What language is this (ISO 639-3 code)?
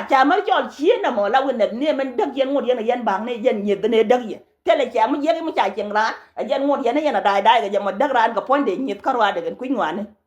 nus